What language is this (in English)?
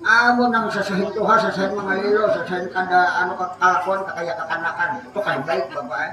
Banjar